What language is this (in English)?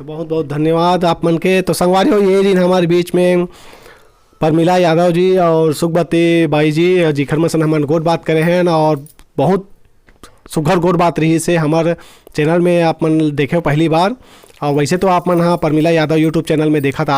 Chhattisgarhi